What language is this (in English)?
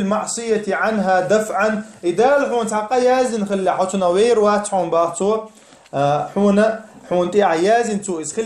Chechen